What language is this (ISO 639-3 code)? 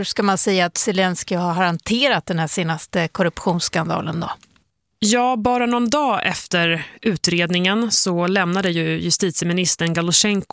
swe